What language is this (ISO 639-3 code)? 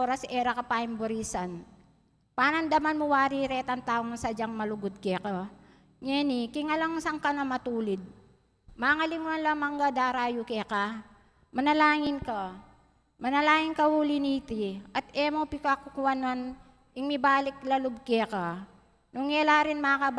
pam